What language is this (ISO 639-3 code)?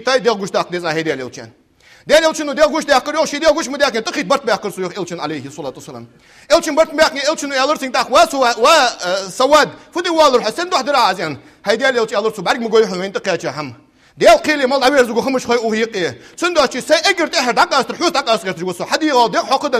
inh